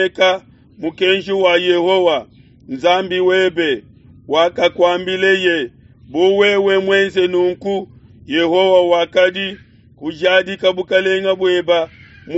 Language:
Luba-Lulua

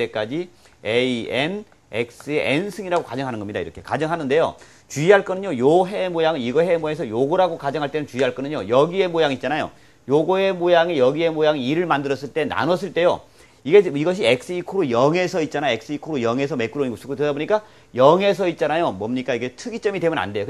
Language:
Korean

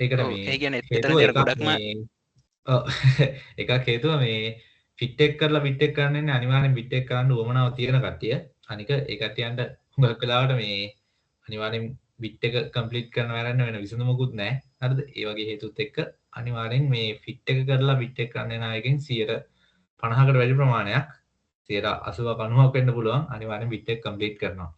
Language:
Sinhala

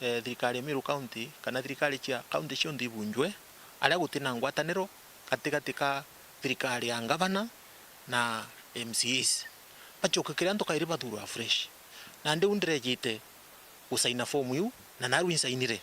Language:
Meru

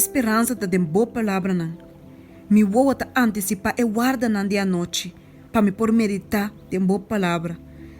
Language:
Papiamento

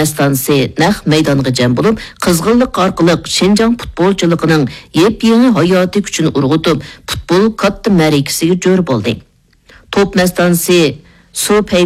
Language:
Uyghur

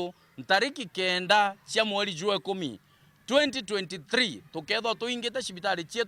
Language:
Meru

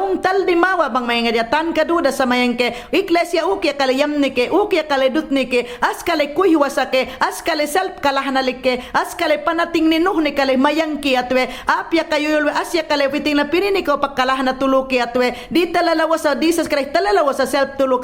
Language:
Mayangna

